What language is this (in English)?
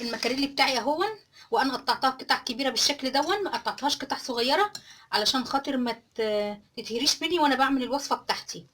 Egyptian Arabic